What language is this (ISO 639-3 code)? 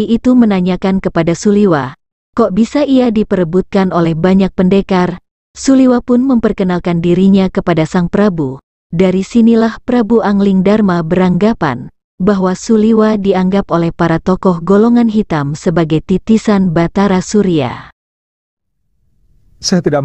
ind